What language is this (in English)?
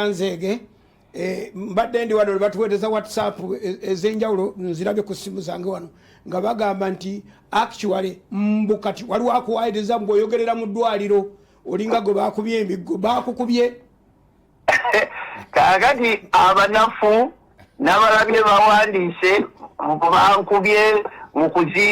Ganda